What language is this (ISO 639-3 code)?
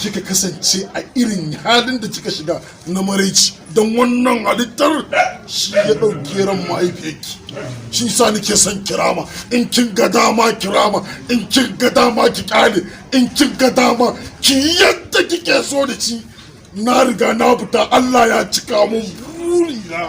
hau